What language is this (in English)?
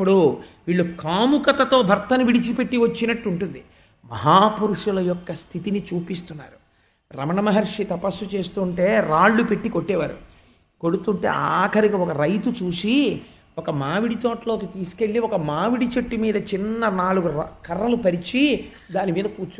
Telugu